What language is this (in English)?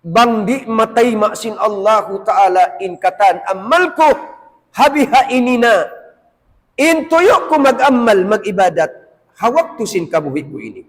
Tausug